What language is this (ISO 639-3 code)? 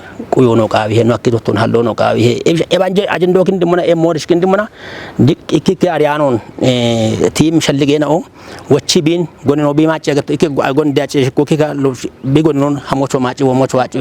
kbr